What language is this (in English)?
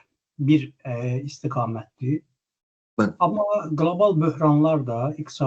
Azerbaijani